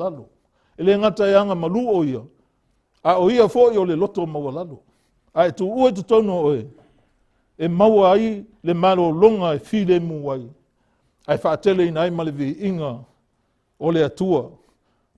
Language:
Samoan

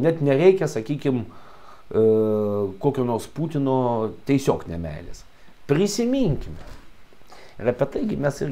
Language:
Lithuanian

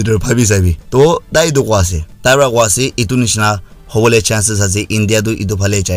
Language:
Naga Pidgin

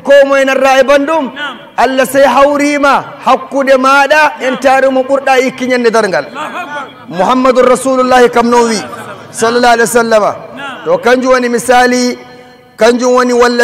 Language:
Nigerian Fulfulde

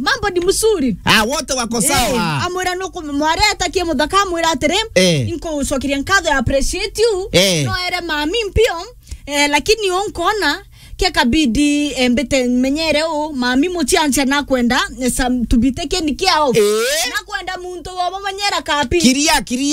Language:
Meru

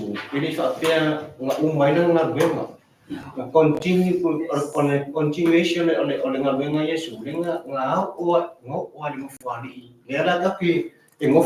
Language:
Samoan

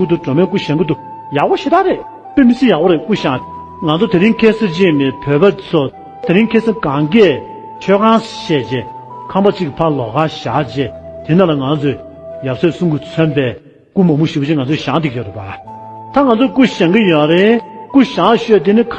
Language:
Tibetan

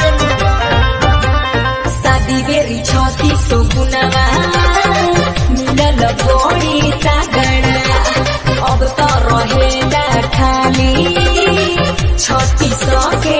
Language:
Bhojpuri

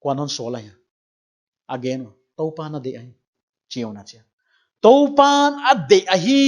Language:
Paite Chin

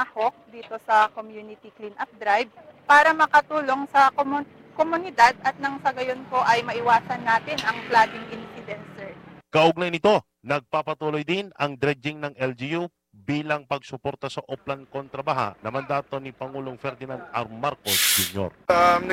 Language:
Filipino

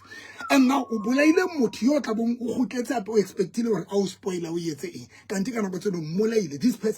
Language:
Southern Sotho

